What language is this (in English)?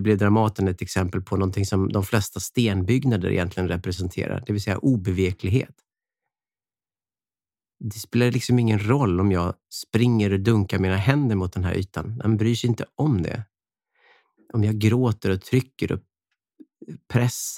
Swedish